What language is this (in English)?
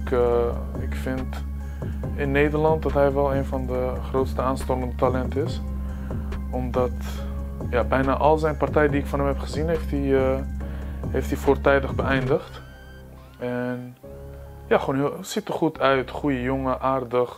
Dutch